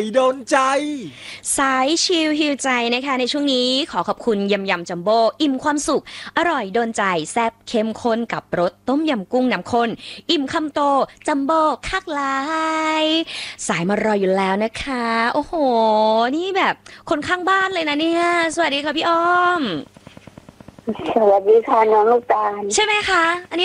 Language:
Thai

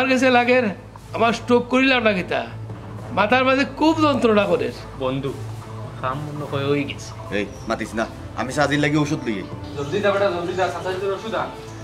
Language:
Sylheti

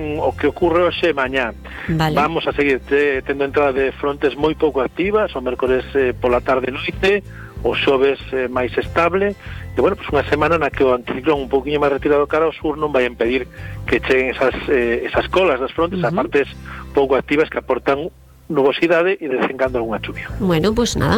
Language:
Galician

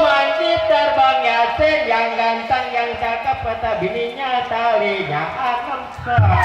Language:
Betawi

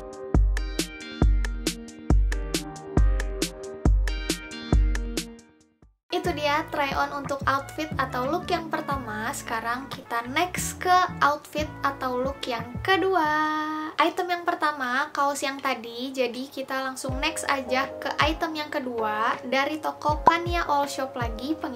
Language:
Indonesian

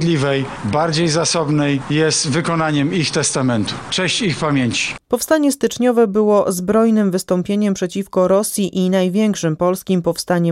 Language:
Polish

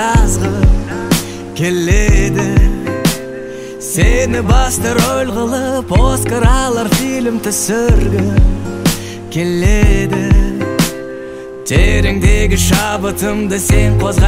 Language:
Kazakh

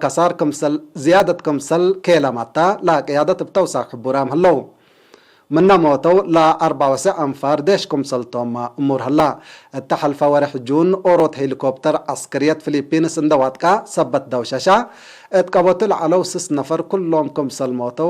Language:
Tigre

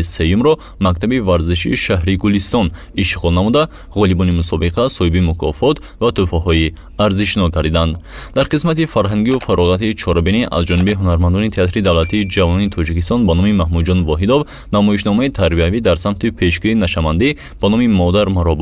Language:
Tajik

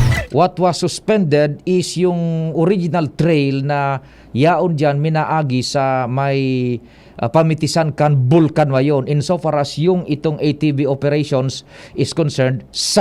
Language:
Bikol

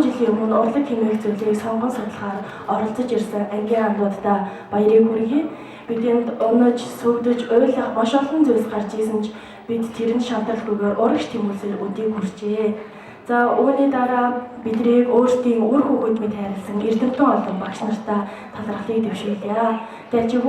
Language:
Mongolian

